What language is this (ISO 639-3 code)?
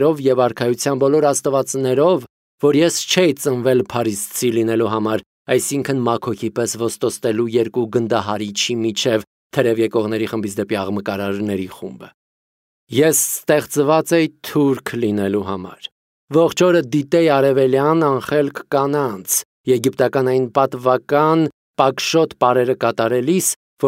hye